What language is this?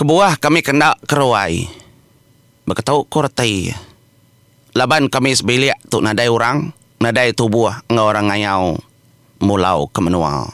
Iban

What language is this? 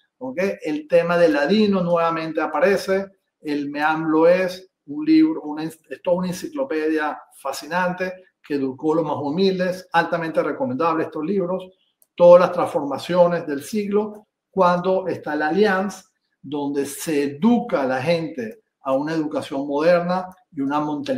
Ladino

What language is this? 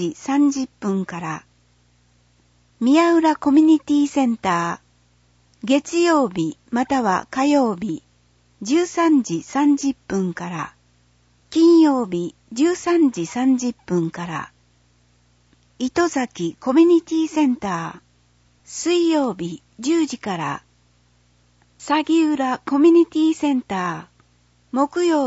Japanese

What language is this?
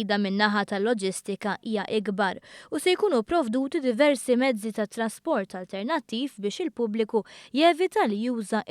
Maltese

